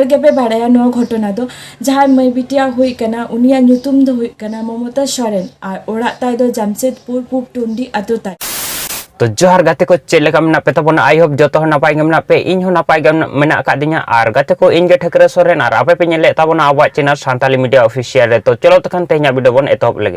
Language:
Santali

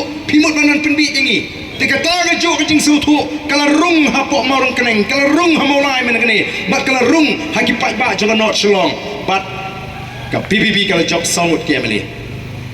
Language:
Khasi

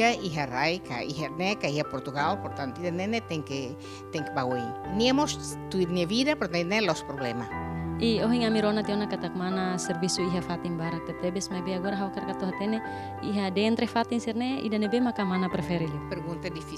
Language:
Tetum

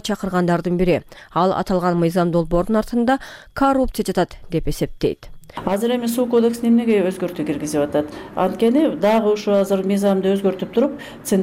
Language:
Kyrgyz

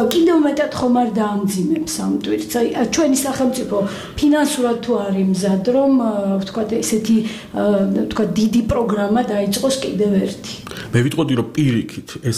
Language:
Georgian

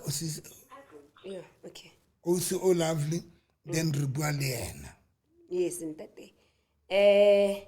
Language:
Southern Sotho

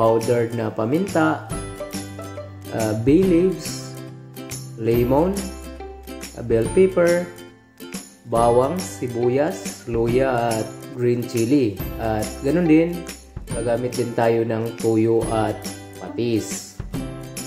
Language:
Filipino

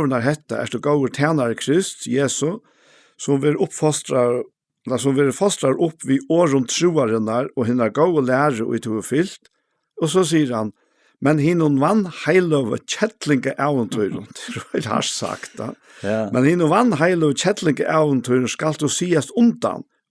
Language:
Faroese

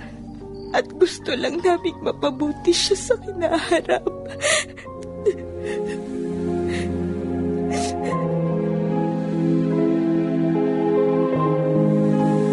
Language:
Filipino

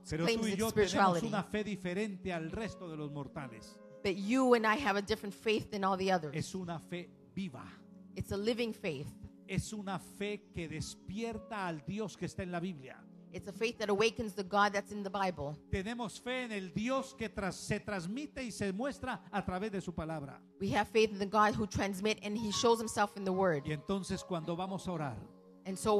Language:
Spanish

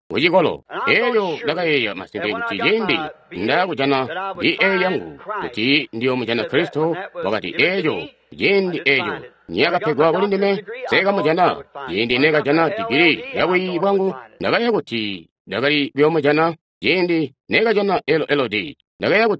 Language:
Tonga (Zambia)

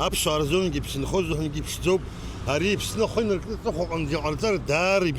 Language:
Abkhazian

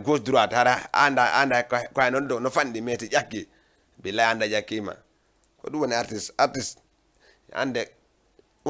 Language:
Fula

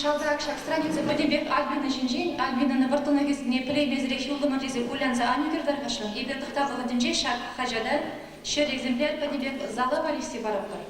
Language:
Chuvash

